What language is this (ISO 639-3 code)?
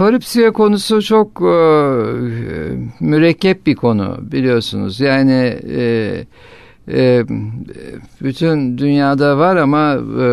tur